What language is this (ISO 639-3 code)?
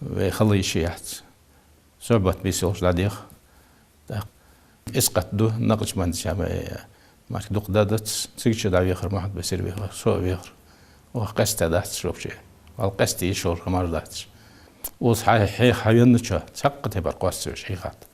inh